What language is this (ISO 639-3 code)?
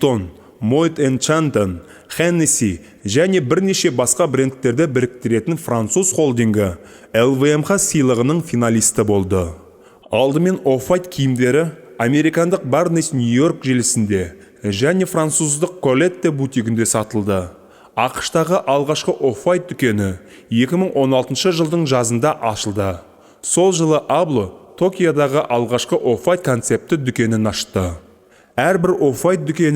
kaz